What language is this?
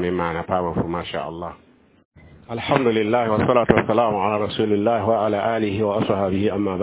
Mossi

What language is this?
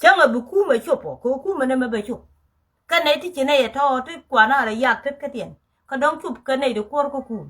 Nuer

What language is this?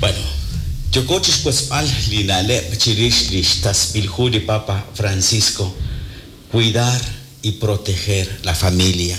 Kekchí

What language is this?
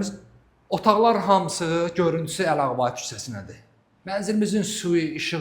Azerbaijani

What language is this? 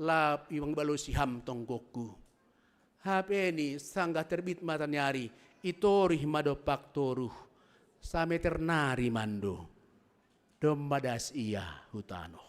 Batak Simalungun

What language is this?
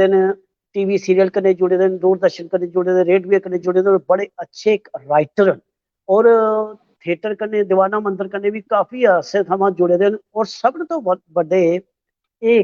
Dogri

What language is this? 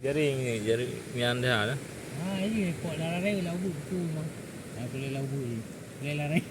Achinese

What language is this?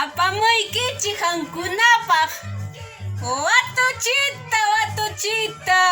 Ayacucho Quechua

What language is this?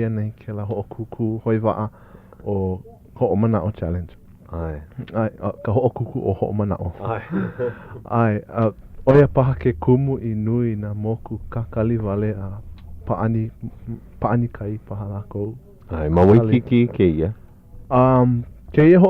Hawaiian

